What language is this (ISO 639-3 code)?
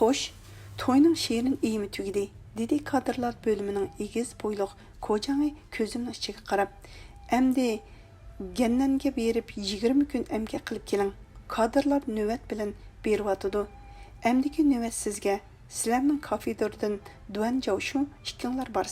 uig